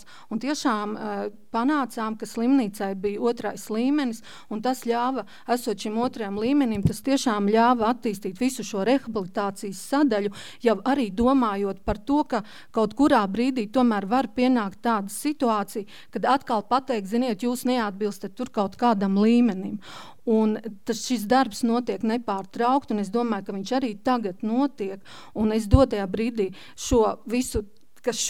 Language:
Latvian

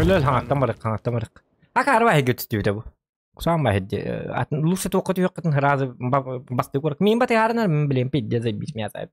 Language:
Yakut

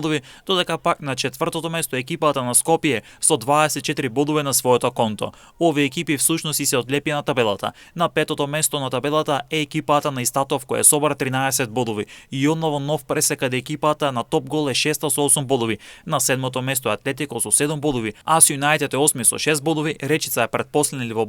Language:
Macedonian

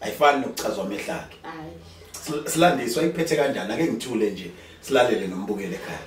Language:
Zulu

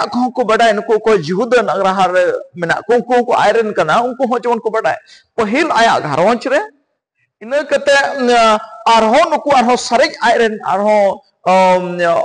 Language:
Santali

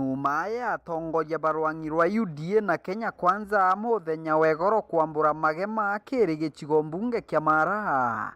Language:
Meru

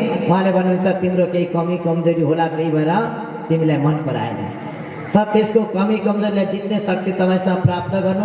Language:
Nepali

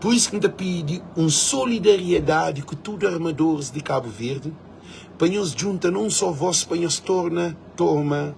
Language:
Kabuverdianu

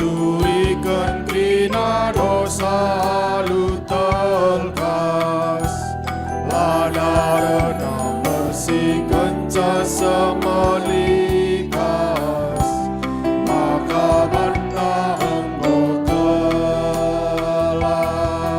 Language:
Batak Karo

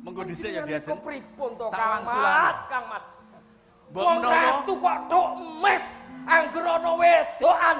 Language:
Javanese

